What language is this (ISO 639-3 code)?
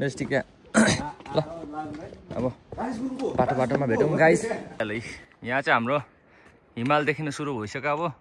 nep